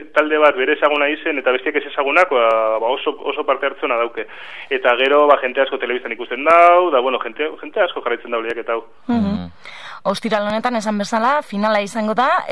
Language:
Basque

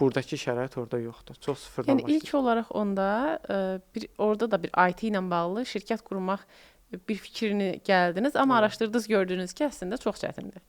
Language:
Azerbaijani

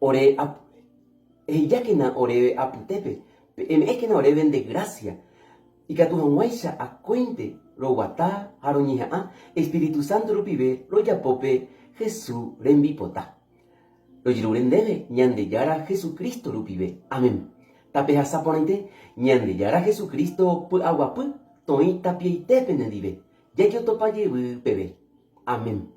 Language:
Guarani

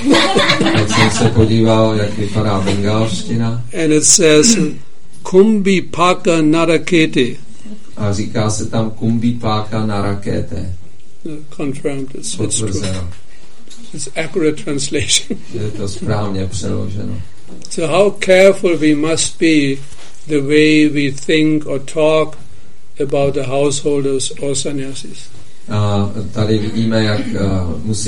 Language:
Czech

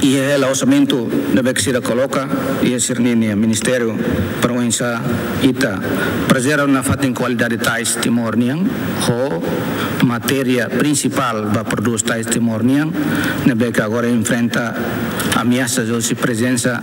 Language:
Tetum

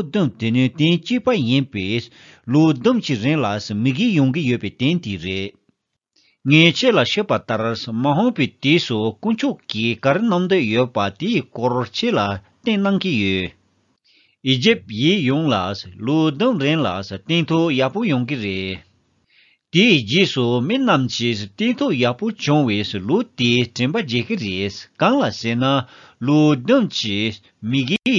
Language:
Tibetan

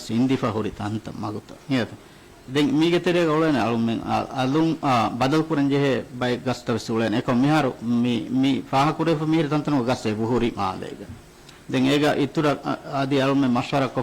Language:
Divehi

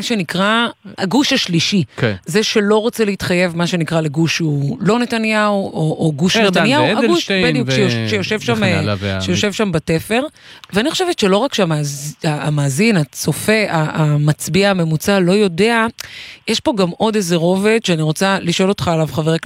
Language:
Hebrew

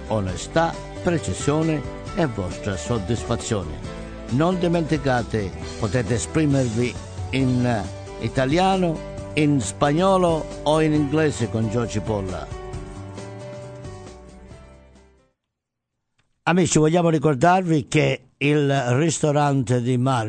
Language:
Italian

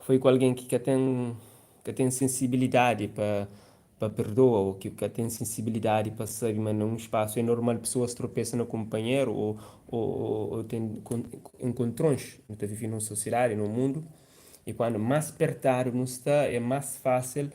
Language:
Kabuverdianu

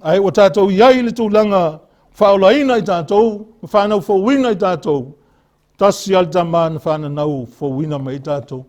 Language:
Samoan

